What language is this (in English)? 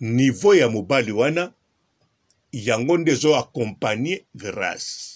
Lingala